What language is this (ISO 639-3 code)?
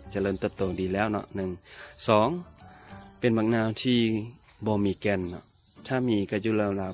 lao